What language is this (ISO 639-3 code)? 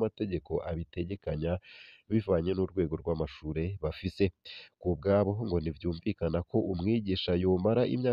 run